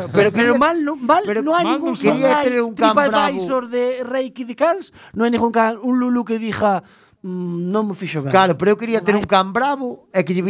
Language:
Galician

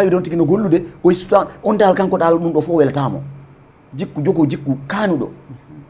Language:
Fula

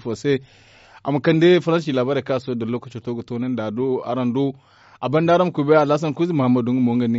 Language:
Zarma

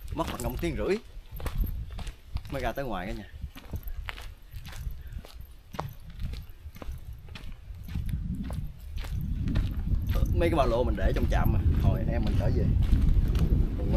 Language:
Vietnamese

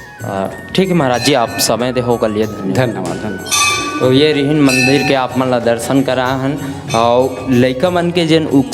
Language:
Chhattisgarhi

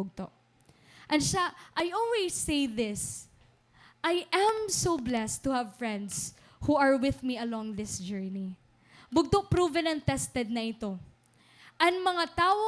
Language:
Waray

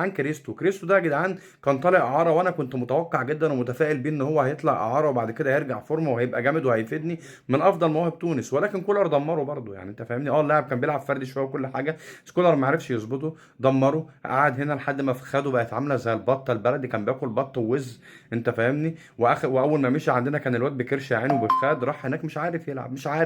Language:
Egyptian Arabic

